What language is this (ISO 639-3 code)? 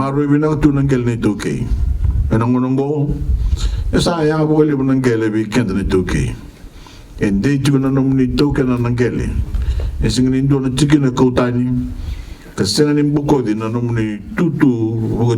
fij